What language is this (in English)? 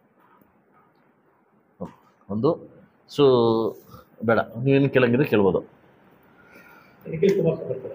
Kannada